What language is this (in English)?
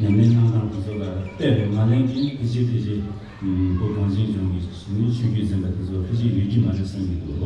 Tibetan